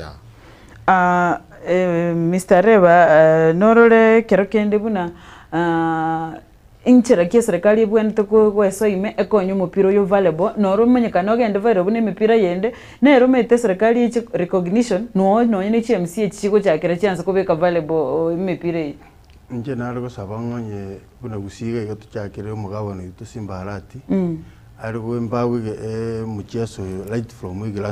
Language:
Gusii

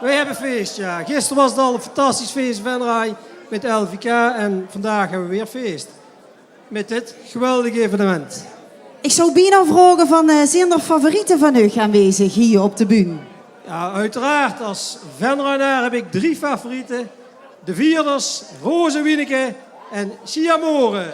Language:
Limburgish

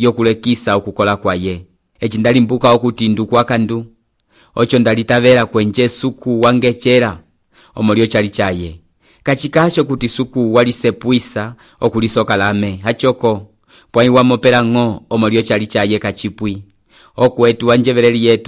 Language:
Umbundu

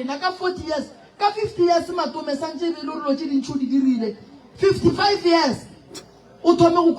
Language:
Northern Sotho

